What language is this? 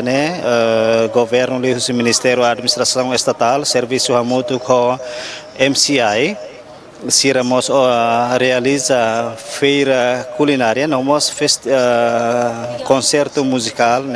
Tetum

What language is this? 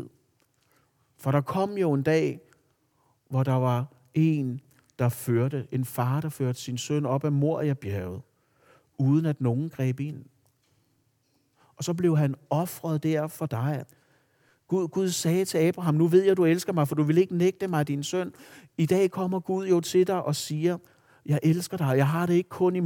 Danish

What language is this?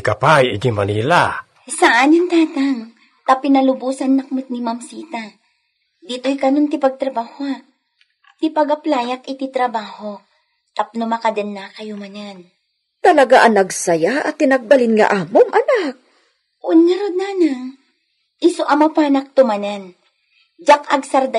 Iloko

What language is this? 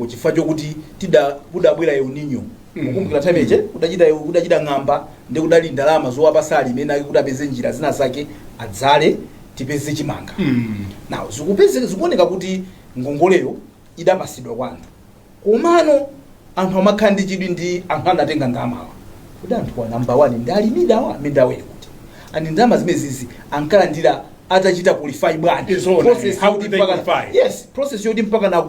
Nyanja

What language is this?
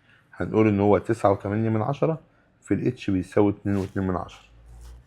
Egyptian Arabic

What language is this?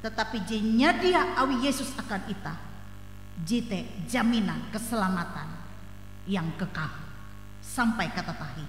Ngaju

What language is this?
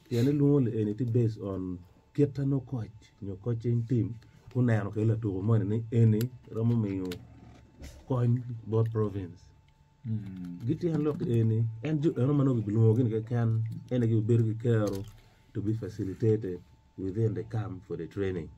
Acoli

